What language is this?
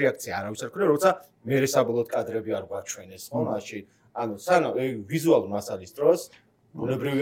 Georgian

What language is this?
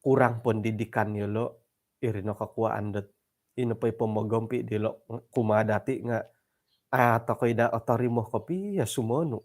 Central Dusun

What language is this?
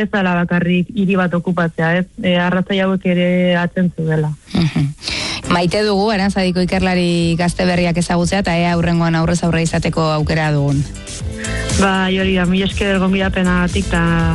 Basque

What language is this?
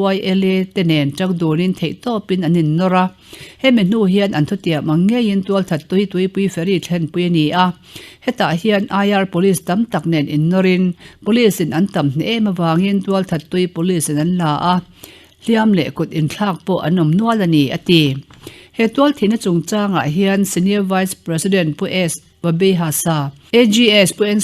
Mizo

